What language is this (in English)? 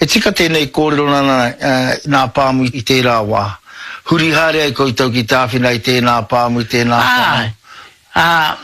Māori